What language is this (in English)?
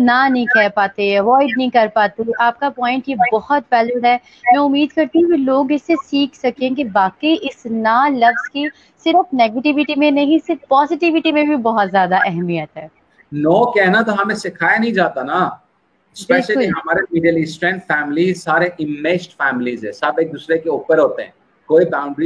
Urdu